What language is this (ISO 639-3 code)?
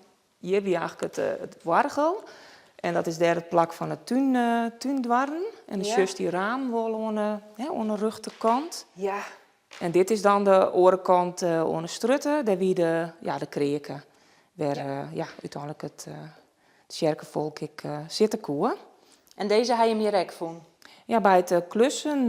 fry